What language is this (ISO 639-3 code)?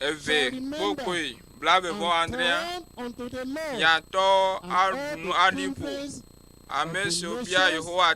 ewe